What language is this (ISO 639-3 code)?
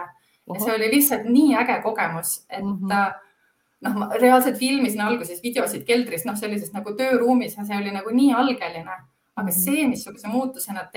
est